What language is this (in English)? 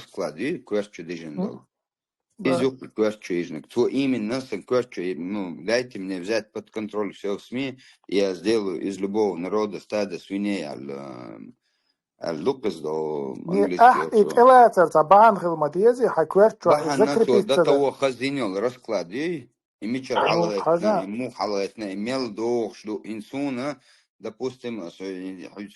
Chechen